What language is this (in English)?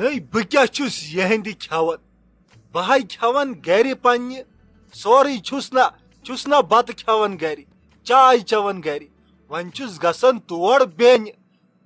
Kashmiri